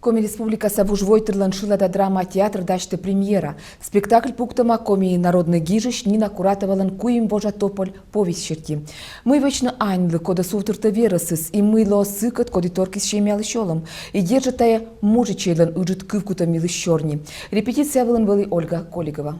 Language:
Komi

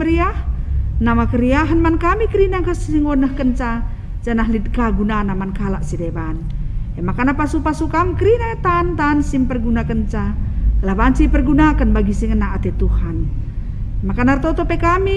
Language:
Batak Karo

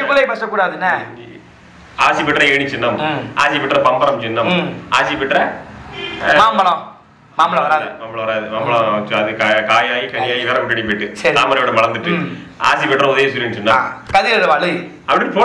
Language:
Tamil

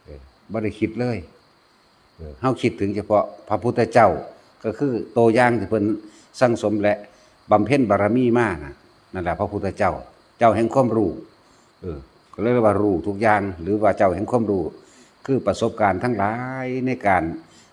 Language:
Lao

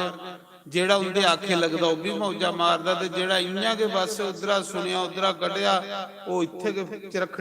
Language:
Dogri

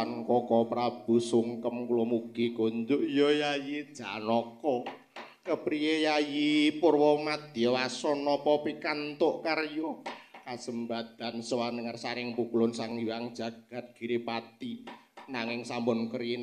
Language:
Javanese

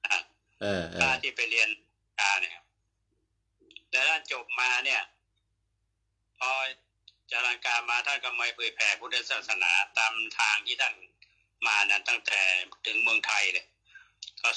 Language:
Thai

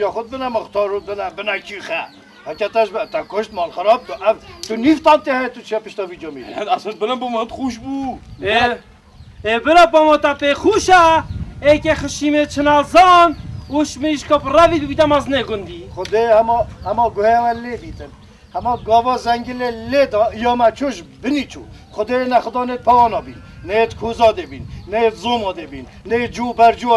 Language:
Kurdish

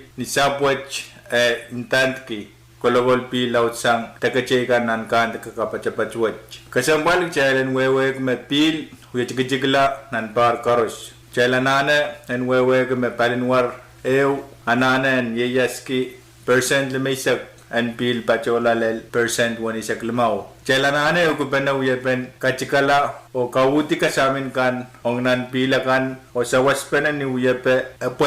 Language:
Pohnpeian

